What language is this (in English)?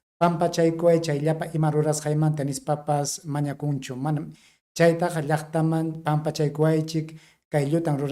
Ayacucho Quechua